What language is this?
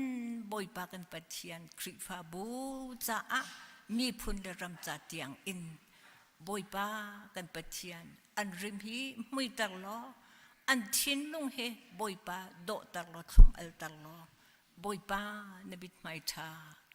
Hakha Chin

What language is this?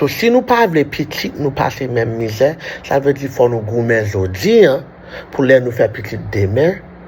Haitian Creole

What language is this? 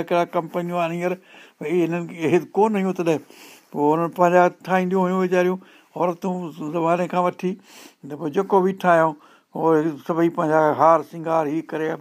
Sindhi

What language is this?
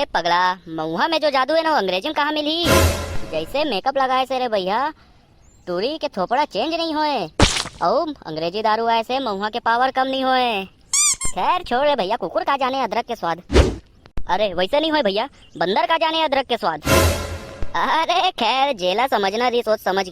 Chhattisgarhi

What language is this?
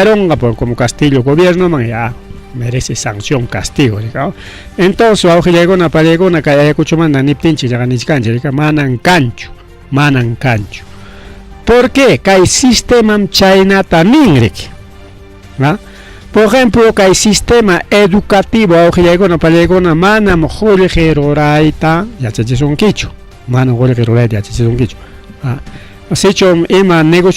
Ayacucho Quechua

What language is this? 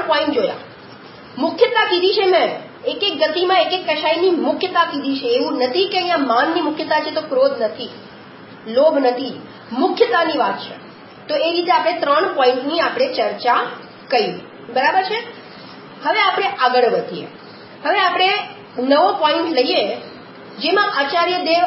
Gujarati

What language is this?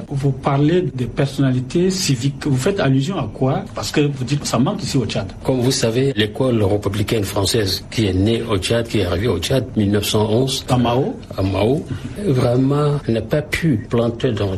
French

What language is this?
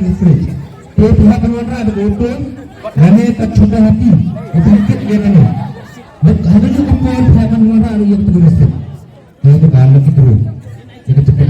Khasi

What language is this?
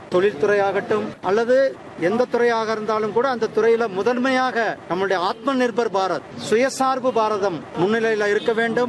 Tamil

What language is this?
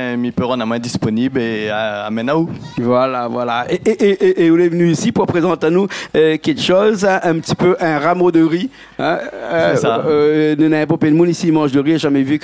Réunion Creole French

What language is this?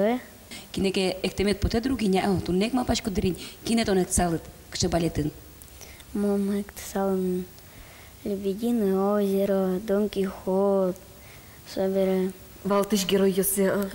Udmurt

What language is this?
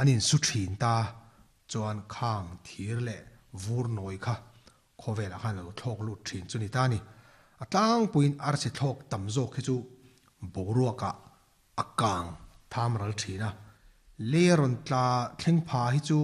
Mizo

